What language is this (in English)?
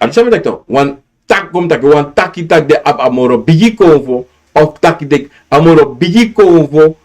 Sranan Tongo